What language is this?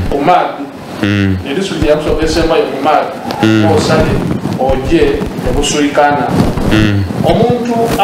Soga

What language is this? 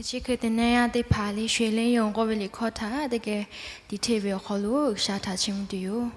Lahu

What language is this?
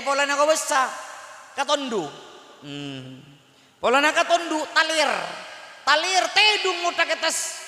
Madurese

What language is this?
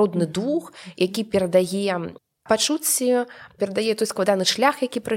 Belarusian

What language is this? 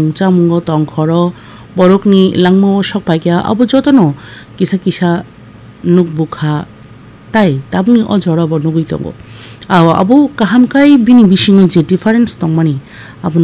Kok Borok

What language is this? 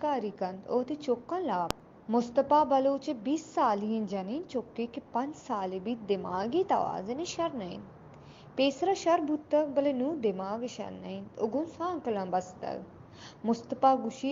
Baluchi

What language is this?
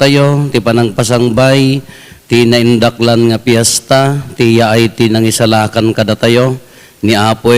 Iloko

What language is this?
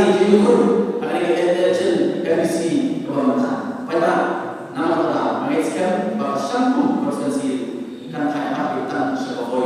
Khasi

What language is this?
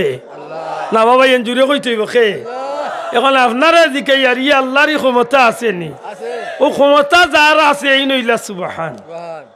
Sylheti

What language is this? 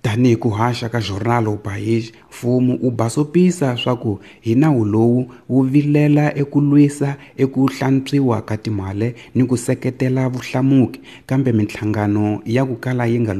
Tsonga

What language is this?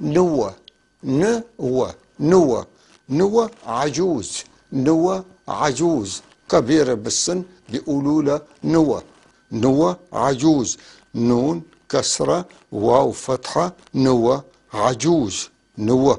North Levantine Arabic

